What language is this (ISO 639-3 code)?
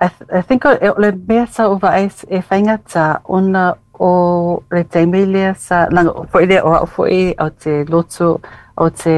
smo